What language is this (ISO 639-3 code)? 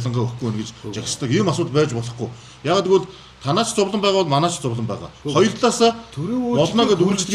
mon